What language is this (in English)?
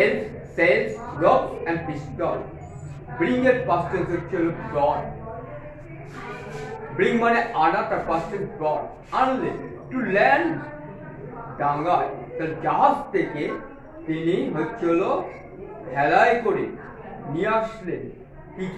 Bangla